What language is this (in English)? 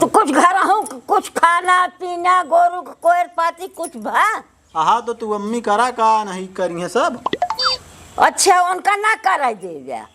Awadhi